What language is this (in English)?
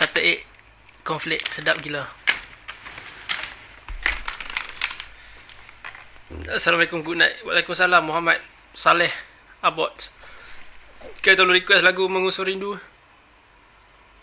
Malay